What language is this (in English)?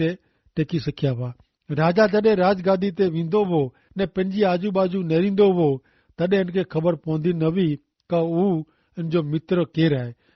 Kachhi